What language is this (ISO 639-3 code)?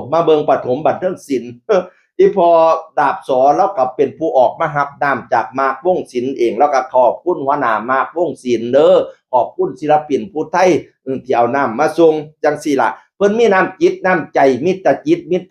tts